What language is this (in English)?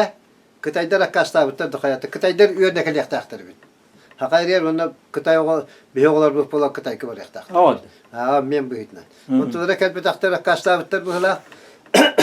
Yakut